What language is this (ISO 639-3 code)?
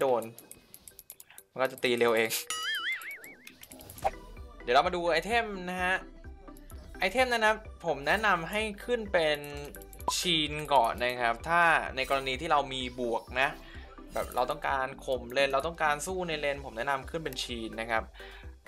tha